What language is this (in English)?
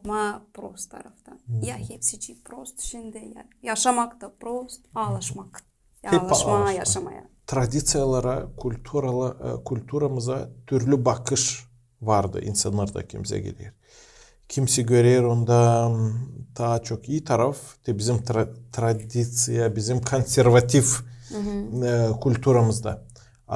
Gagauz